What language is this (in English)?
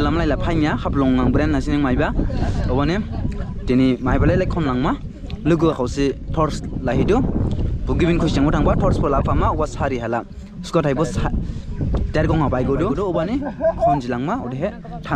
Dimasa